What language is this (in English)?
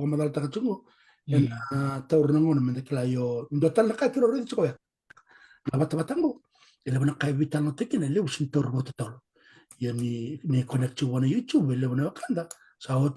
Fijian